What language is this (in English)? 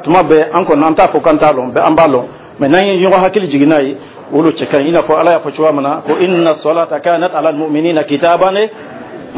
Dyula